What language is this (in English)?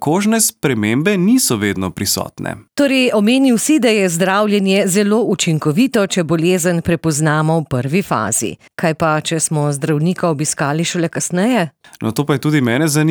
Slovenian